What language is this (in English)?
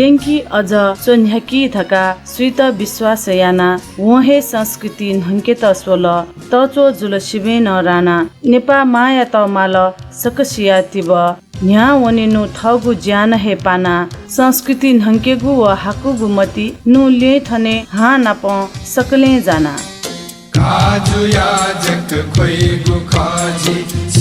Newari